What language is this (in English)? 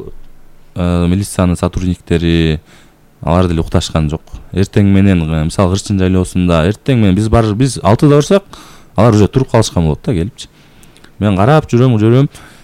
Kyrgyz